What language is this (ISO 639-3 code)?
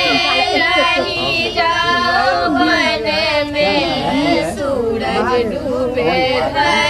mai